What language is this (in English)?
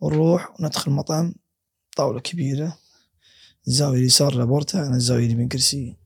Gulf Arabic